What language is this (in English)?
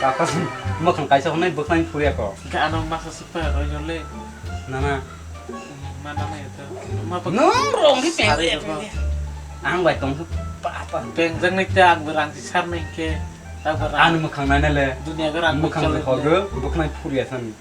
Kok Borok